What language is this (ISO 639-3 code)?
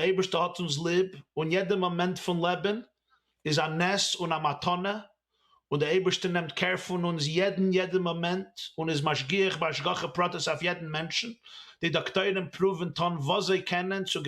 yid